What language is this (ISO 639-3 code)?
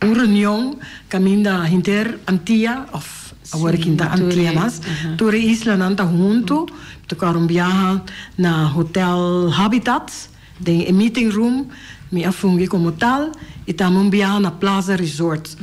pap